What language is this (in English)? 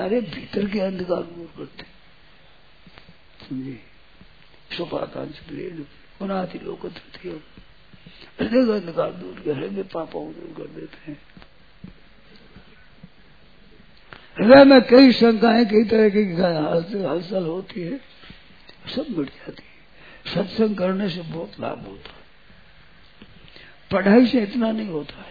Hindi